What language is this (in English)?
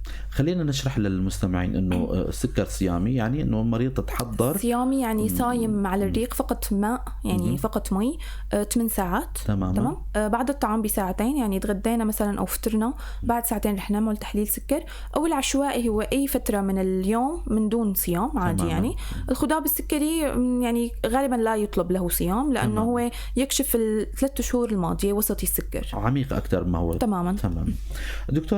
North Levantine Arabic